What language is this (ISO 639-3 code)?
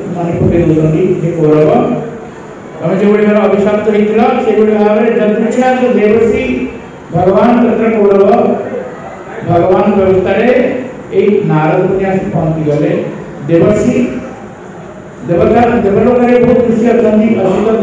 ori